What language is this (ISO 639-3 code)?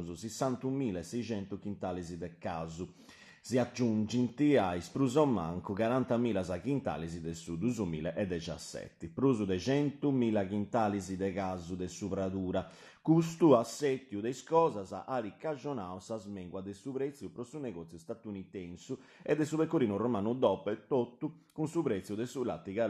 srd